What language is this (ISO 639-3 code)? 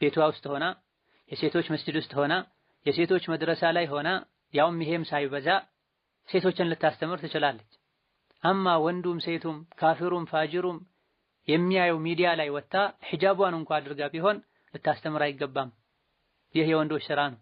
amh